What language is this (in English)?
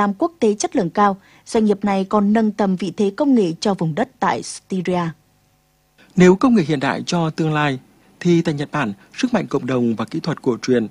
Vietnamese